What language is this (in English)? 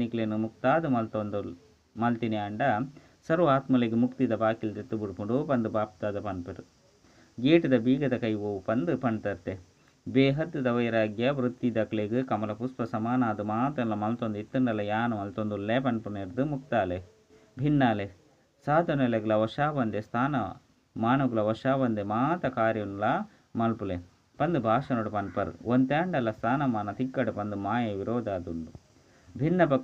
Tulu